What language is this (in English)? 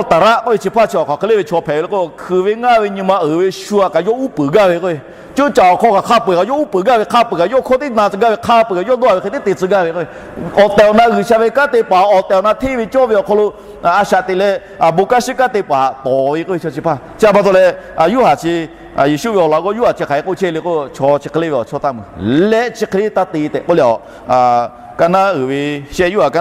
Lahu